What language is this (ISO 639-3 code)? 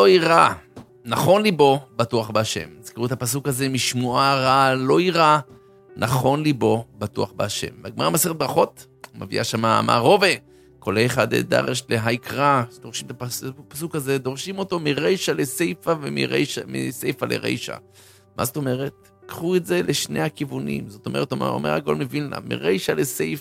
heb